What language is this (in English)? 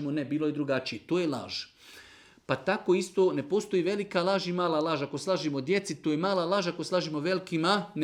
Serbian